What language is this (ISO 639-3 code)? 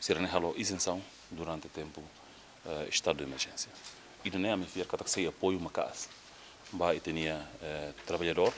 tet